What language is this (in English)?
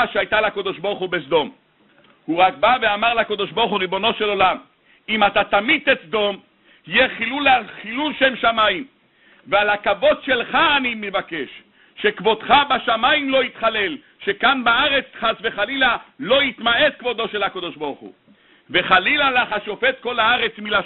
Hebrew